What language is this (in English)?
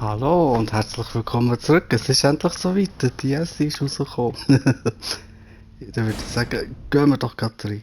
Swiss German